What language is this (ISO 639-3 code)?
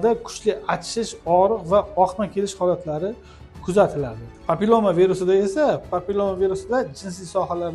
uzb